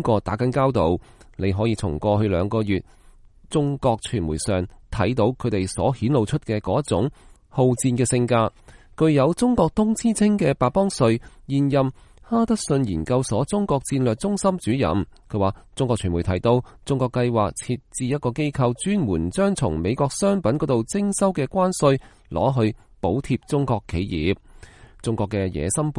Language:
Cantonese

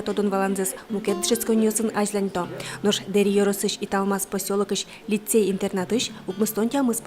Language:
Udmurt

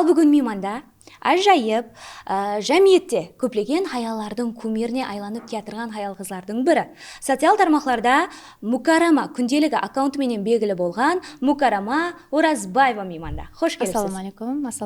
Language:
Kara-Kalpak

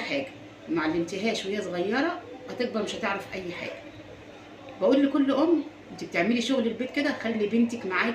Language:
Egyptian Arabic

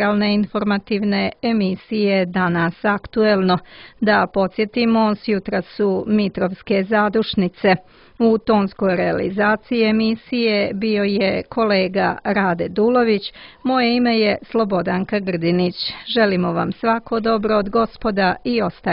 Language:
Serbian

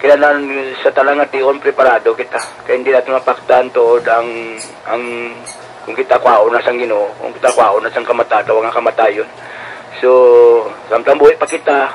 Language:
Hiligaynon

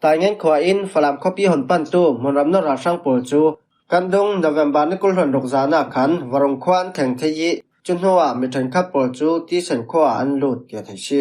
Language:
Falam Chin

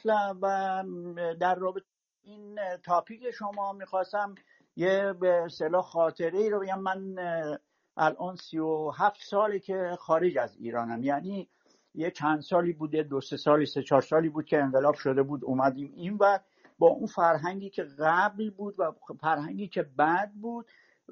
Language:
Persian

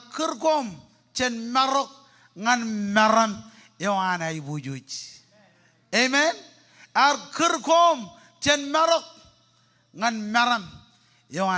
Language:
Marshallese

